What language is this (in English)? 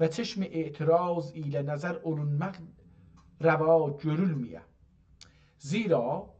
South Azerbaijani